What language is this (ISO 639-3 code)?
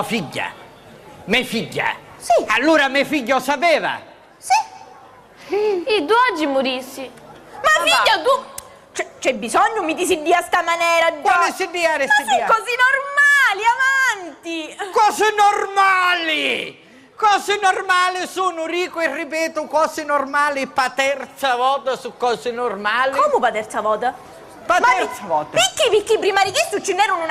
scn